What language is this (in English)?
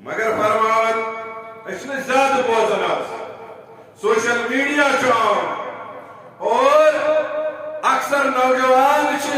Kashmiri